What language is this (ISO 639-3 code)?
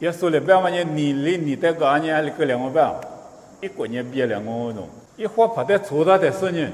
lis